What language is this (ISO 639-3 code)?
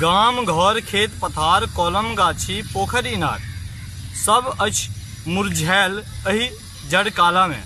mai